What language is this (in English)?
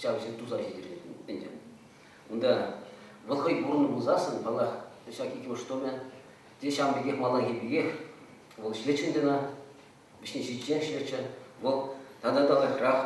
Chuvash